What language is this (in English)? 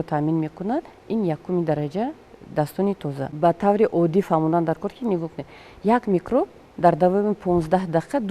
Tajik